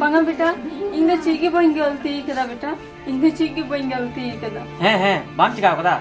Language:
Santali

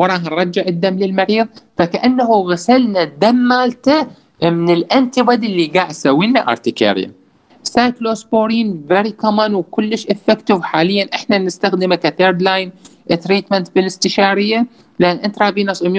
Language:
Mesopotamian Arabic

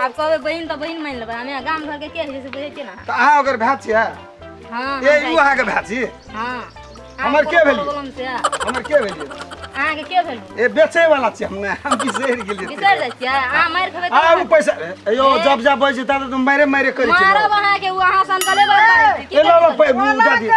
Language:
Maithili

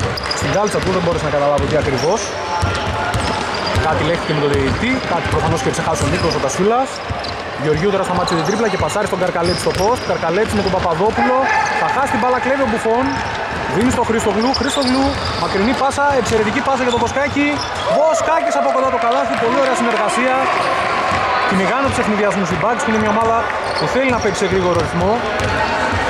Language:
Greek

